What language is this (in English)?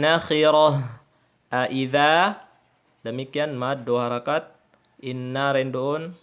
Tausug